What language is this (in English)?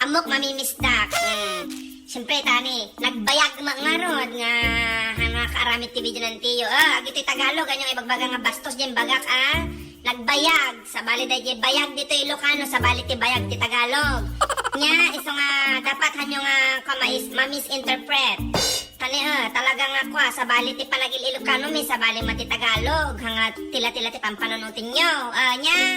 Iloko